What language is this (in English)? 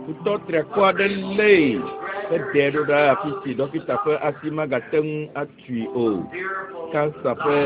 Ewe